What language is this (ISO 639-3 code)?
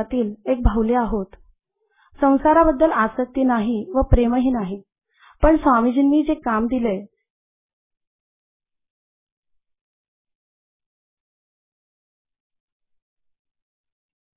mar